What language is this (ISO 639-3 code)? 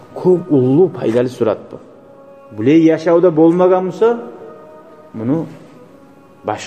kum